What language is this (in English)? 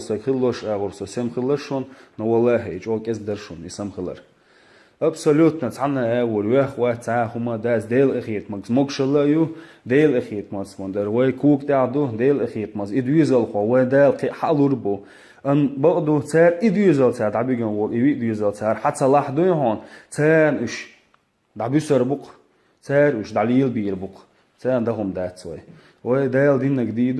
Chechen